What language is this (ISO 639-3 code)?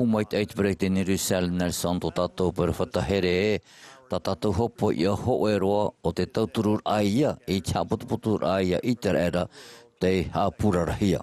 tah